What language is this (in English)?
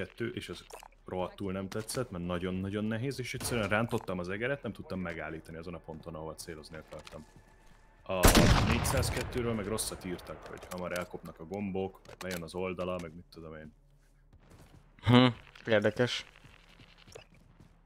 Hungarian